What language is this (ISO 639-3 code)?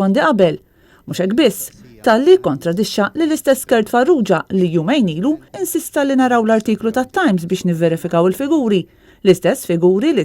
mlt